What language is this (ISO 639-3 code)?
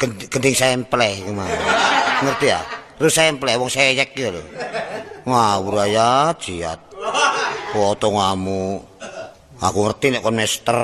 jav